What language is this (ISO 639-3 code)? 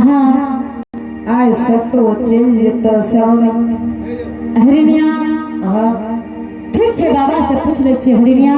anp